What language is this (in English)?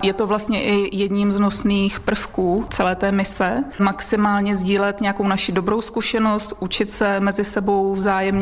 Czech